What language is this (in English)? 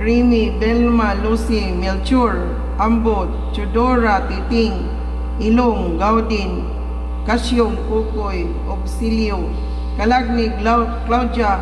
Cebuano